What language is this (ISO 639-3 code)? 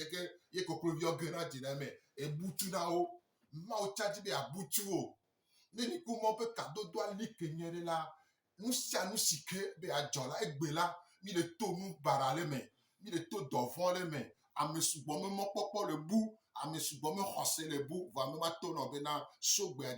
gej